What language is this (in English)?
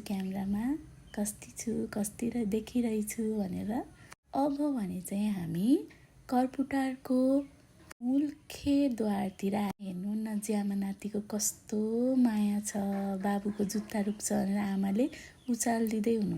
Nepali